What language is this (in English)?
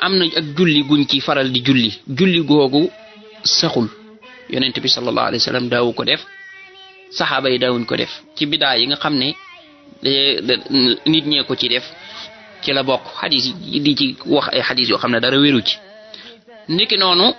Wolof